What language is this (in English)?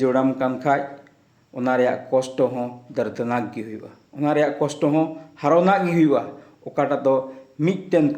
Santali